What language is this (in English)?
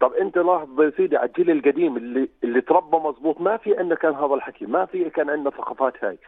North Levantine Arabic